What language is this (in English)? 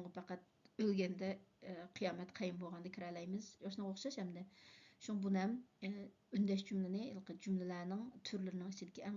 Uyghur